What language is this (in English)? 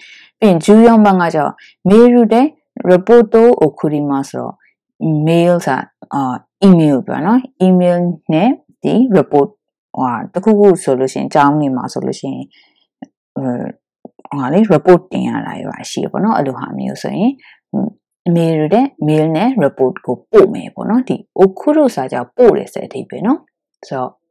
Burmese